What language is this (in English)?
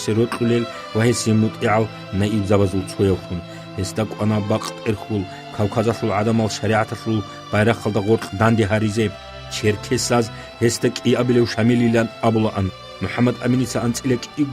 Avaric